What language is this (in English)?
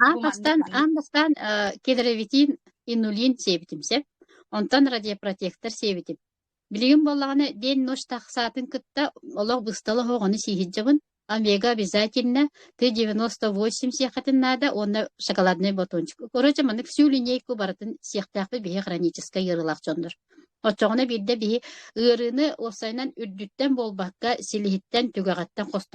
Yakut